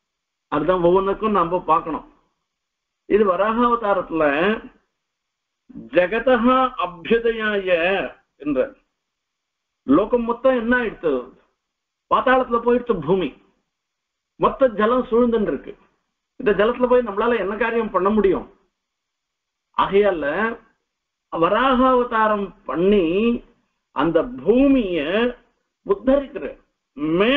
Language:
Tamil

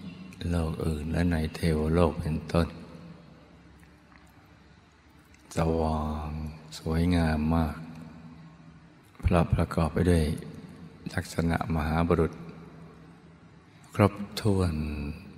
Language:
Thai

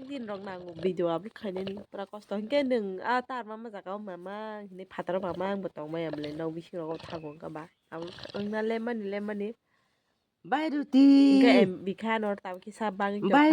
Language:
Kok Borok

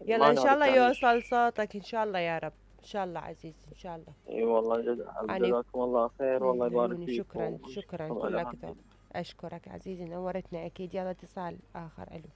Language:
Mesopotamian Arabic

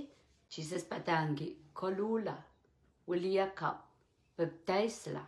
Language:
Pohnpeian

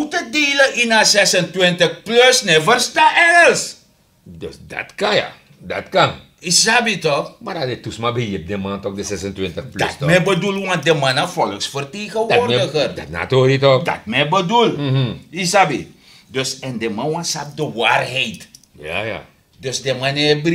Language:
Sranan Tongo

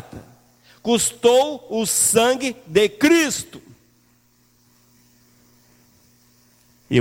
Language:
Portuguese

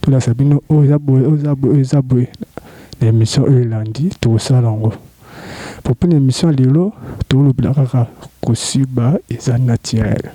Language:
Lingala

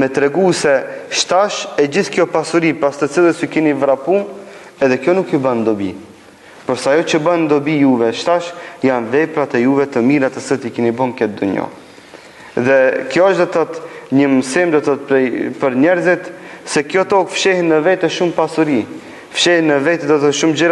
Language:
Albanian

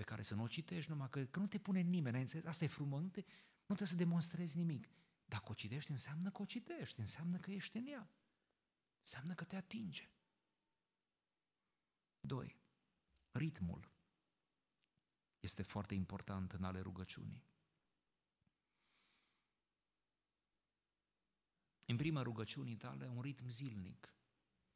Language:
Romanian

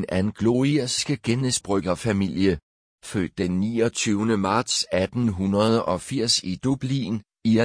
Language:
Danish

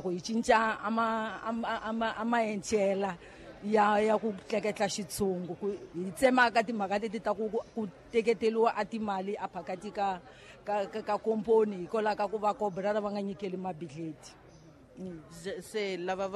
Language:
Tsonga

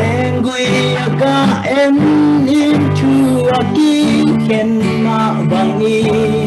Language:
Tedim Chin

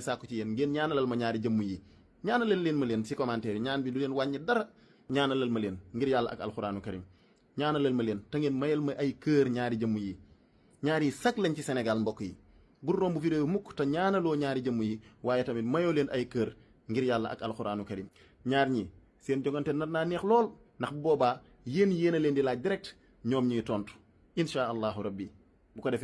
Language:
Wolof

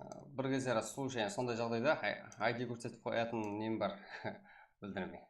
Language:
Kara-Kalpak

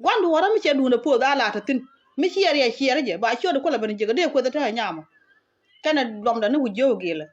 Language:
Nuer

